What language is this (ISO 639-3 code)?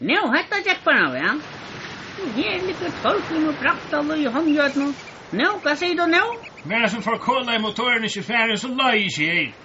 fao